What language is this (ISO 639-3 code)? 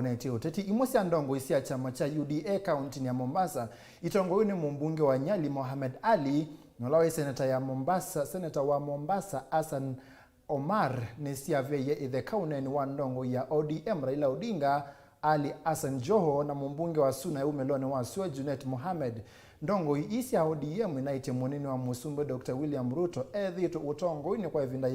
kam